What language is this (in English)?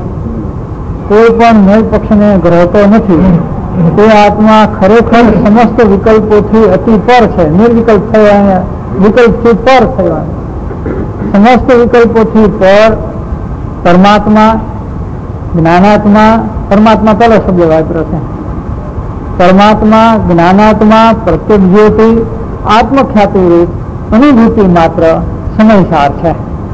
Gujarati